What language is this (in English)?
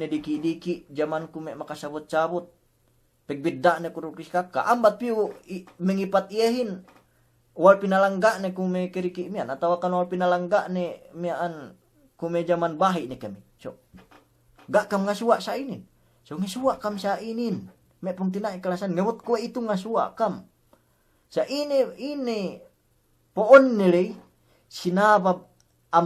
Yakan